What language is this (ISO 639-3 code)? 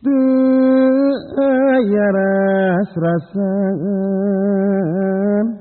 sun